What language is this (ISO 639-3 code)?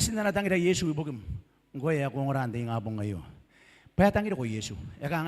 gil